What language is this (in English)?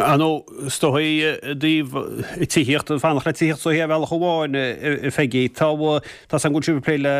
Irish